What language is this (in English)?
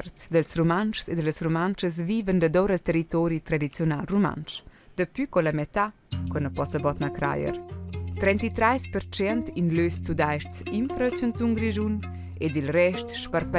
Romansh